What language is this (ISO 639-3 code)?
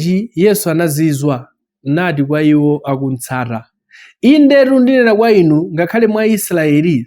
nya